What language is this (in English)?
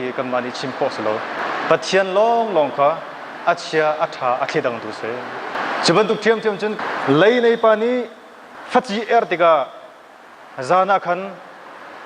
Hakha Chin